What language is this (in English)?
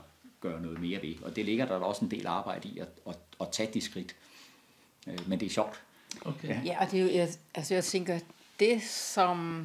Danish